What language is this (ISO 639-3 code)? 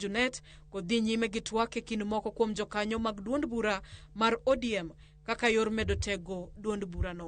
luo